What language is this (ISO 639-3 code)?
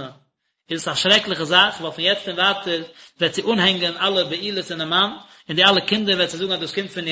yid